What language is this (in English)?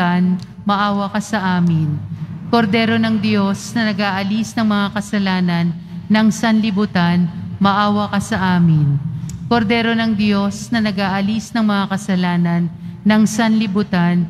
Filipino